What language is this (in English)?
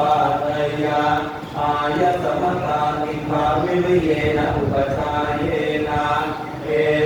Pali